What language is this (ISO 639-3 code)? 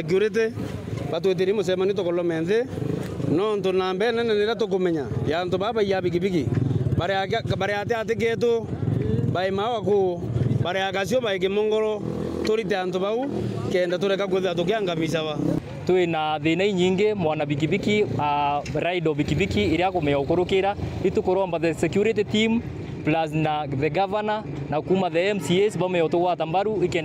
mer